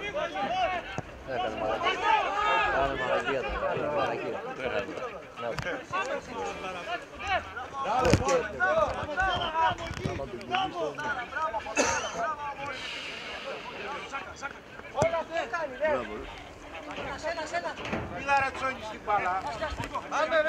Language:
Greek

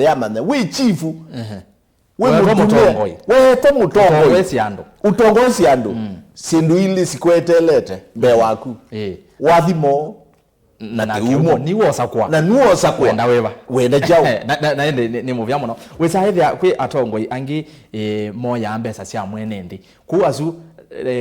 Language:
Kamba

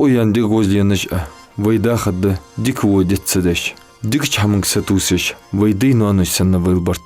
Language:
Ingush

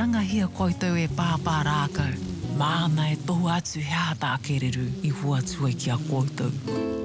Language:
Māori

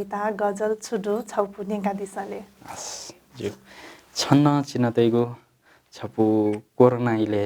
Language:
Newari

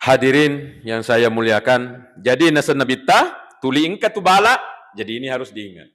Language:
Buginese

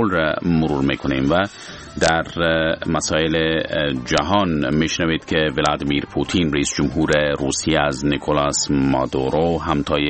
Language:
Persian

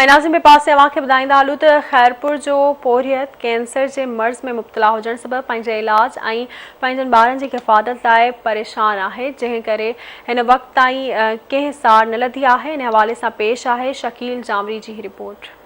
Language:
Sindhi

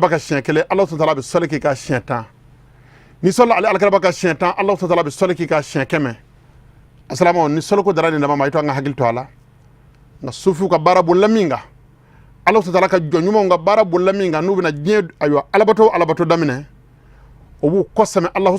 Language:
Bambara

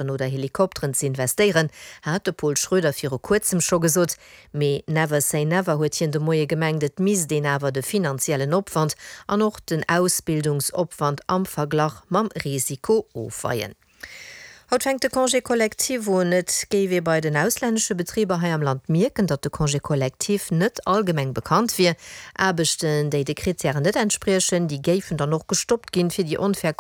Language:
Luxembourgish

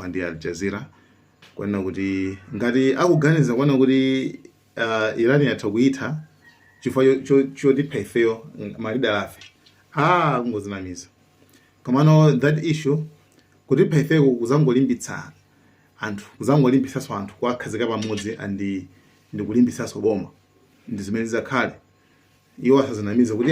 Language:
Nyanja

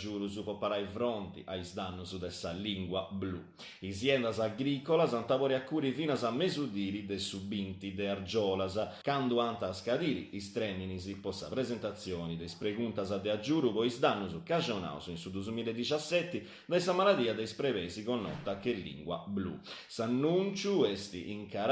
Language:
Sardinian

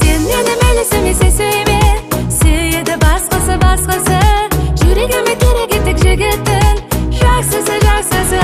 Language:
Kara-Kalpak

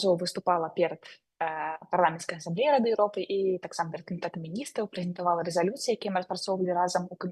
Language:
Belarusian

